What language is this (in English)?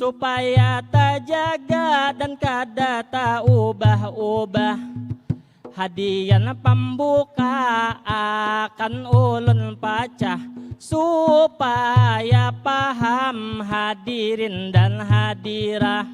Banjar